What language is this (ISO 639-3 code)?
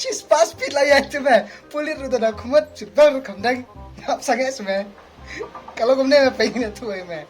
kha